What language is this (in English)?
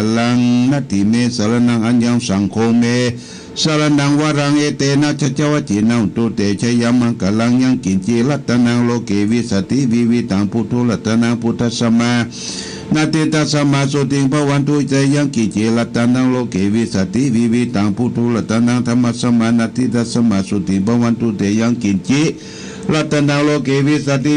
Pali